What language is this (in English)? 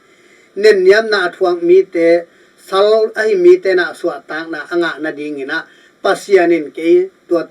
Tedim Chin